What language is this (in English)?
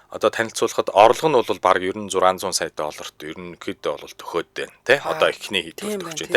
Mongolian